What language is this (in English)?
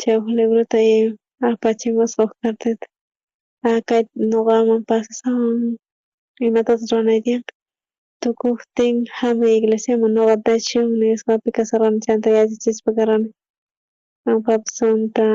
South Bolivian Quechua